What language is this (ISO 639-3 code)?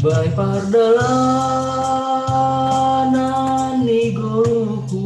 bts